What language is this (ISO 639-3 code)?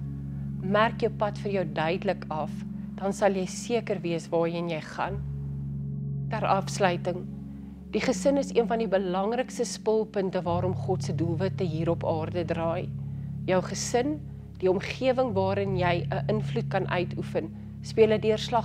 afr